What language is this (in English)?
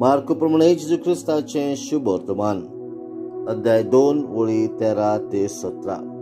Konkani